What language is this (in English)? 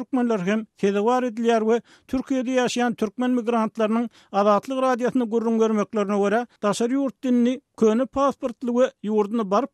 Turkmen